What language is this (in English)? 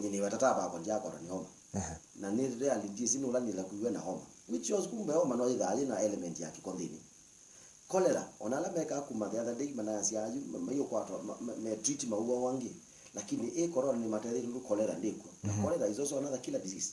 Kamba